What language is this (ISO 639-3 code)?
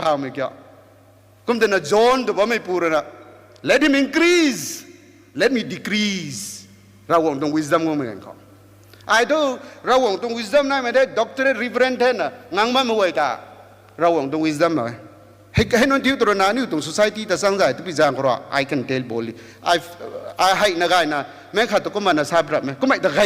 nbu